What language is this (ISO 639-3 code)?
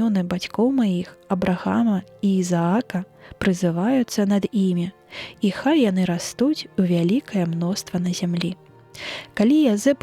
bel